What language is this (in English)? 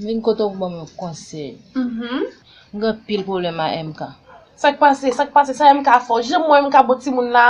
Haitian Creole